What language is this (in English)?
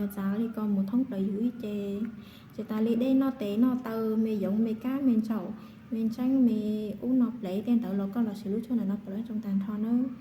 Hmong